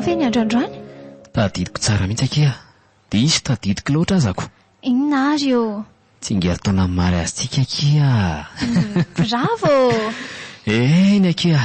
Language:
Malagasy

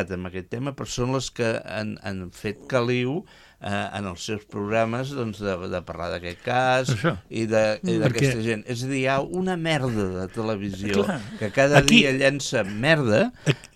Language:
Catalan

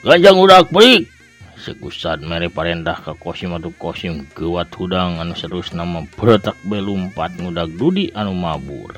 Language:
Sundanese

